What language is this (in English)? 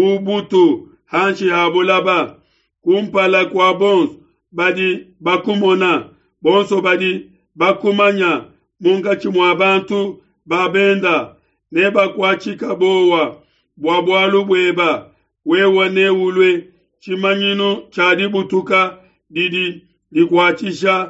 Luba-Lulua